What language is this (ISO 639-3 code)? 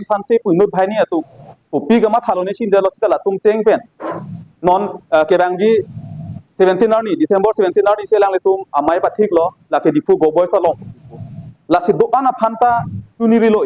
mjw